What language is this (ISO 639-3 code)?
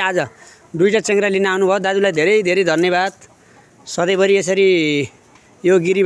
nep